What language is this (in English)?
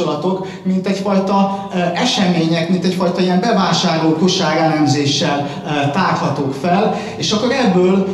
Hungarian